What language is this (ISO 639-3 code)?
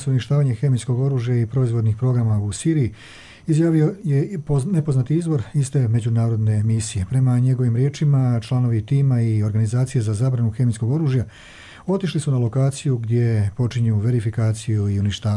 hrv